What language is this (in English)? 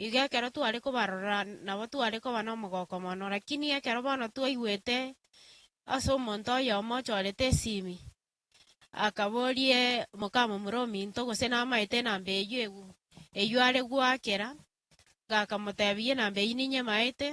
Gusii